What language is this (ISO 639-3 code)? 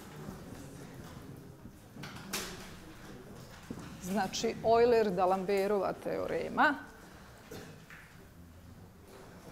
bos